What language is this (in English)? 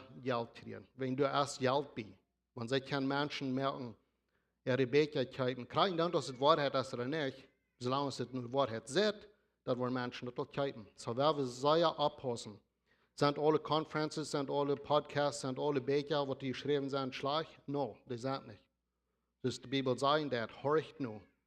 Plautdietsch